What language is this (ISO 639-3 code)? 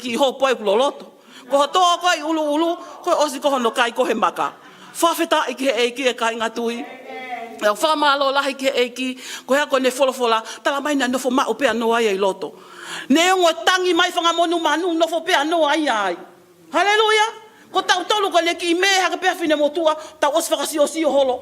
ton